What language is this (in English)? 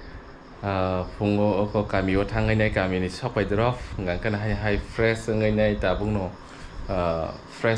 Kok Borok